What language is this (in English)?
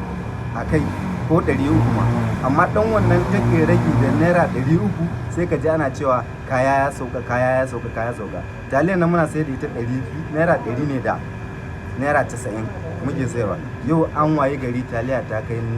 Hausa